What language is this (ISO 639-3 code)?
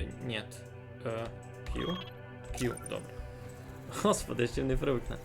rue